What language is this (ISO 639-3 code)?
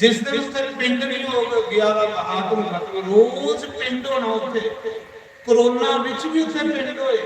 doi